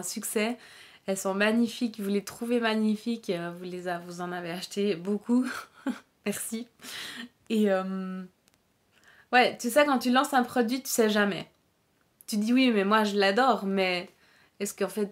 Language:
French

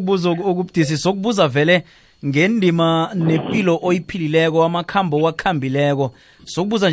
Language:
South Ndebele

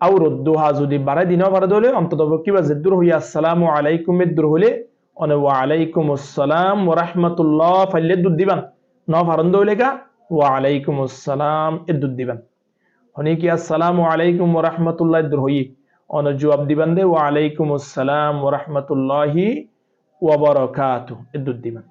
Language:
Rohingya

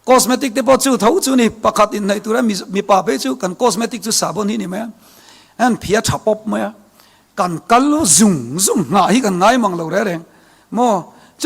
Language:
Mizo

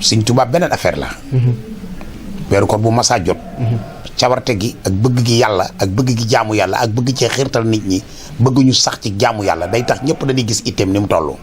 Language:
Wolof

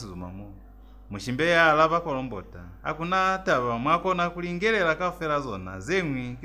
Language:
Lozi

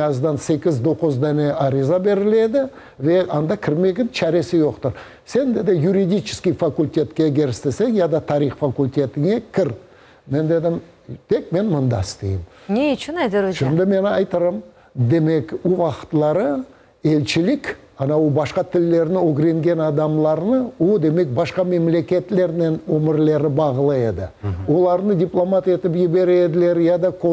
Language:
Crimean Tatar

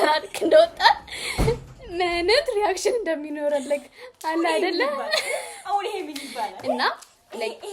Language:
Amharic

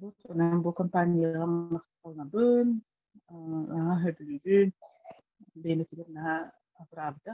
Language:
Yakut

